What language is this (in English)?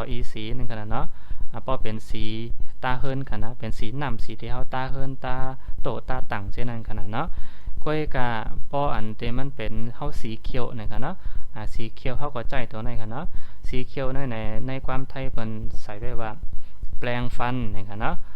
Shan